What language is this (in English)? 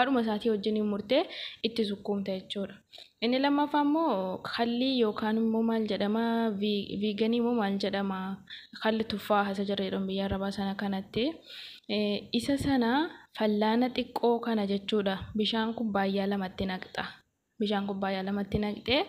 Oromo